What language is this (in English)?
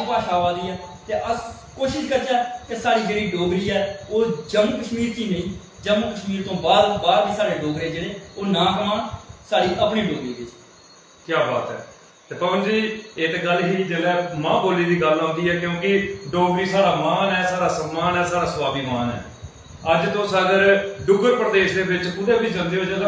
Dogri